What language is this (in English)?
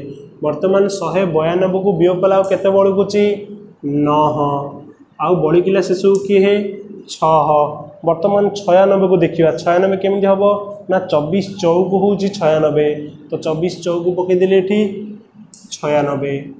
Odia